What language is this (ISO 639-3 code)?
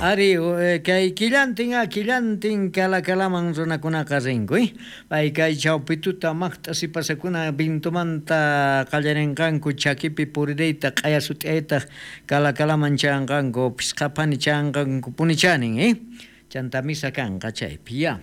quh